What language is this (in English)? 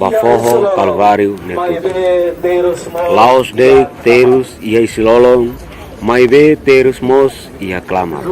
Tetum